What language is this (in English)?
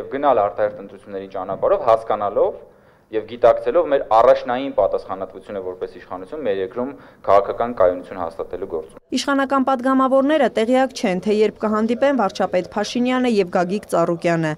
Armenian